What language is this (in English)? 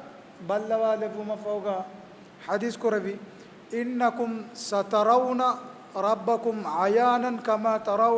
Divehi